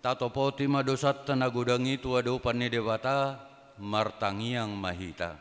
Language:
Batak Toba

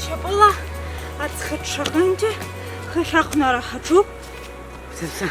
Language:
Abkhazian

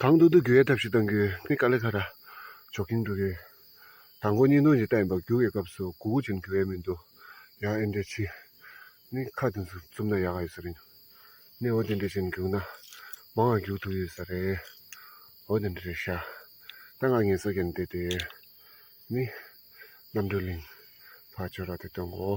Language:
Tibetan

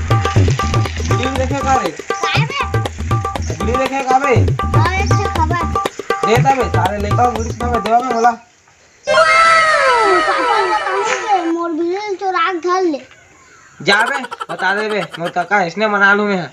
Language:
Chhattisgarhi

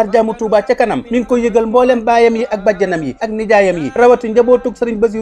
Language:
Wolof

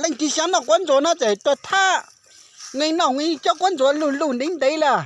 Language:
Hmong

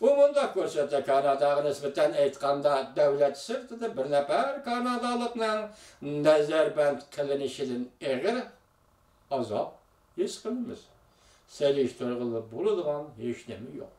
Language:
Uyghur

